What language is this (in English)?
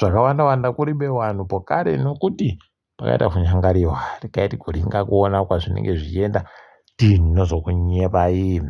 Ndau